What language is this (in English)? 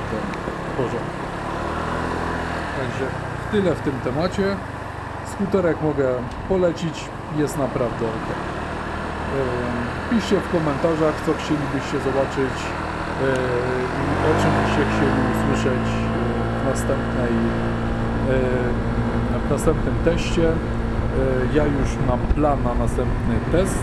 Polish